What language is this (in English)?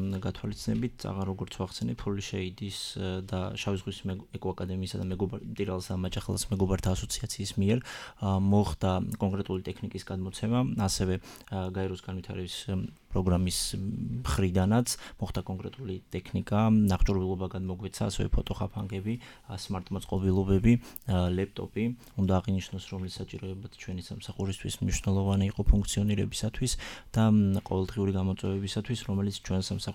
Georgian